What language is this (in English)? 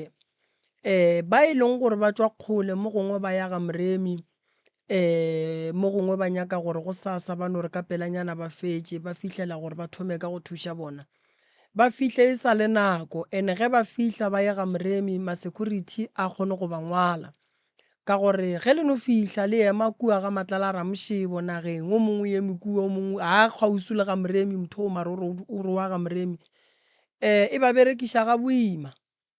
Northern Sotho